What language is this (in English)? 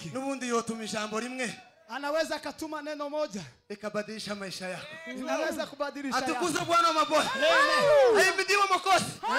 Swahili